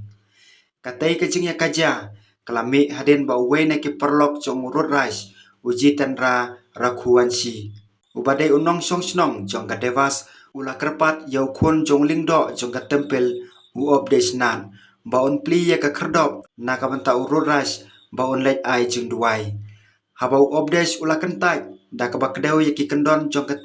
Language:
Khasi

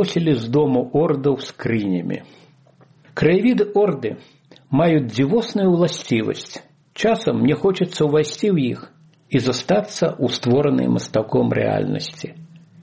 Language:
Belarusian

